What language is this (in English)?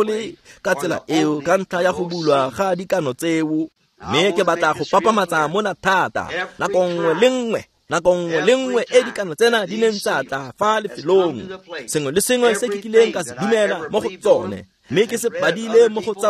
Tswana